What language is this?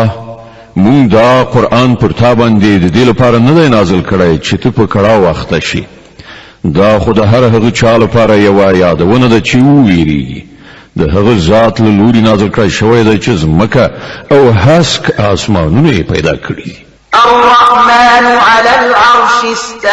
Pashto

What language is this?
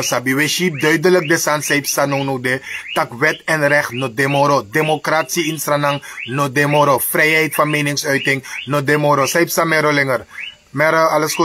Sranan Tongo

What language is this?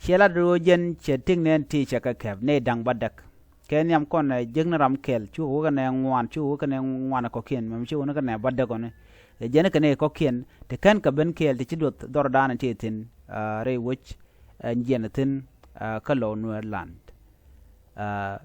Nuer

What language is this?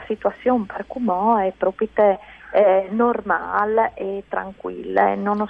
Friulian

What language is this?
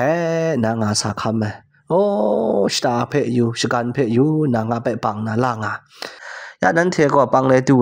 Kachin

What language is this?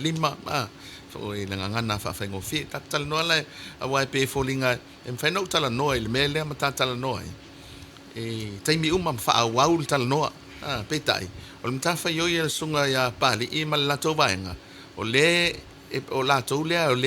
Samoan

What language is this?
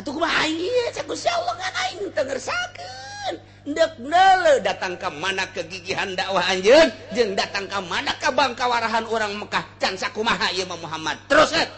Sundanese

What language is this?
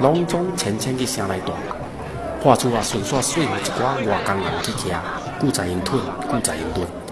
Min Nan Chinese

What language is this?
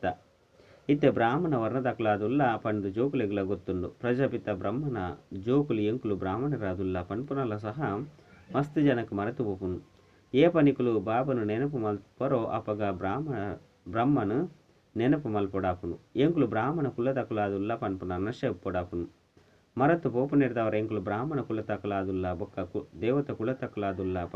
Tulu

